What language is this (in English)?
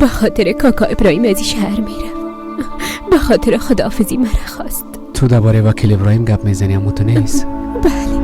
Persian